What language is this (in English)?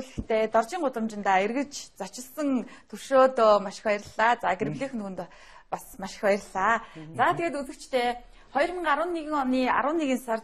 Mongolian